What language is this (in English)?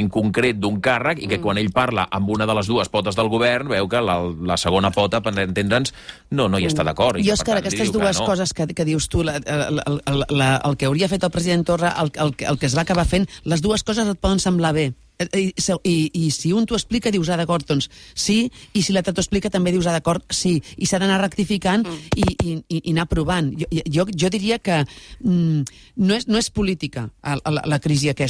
Catalan